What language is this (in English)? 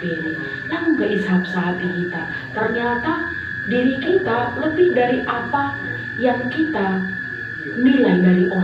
Batak Simalungun